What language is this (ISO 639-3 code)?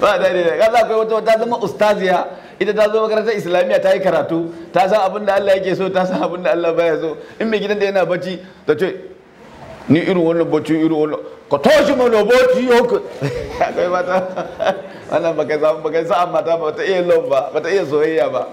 hau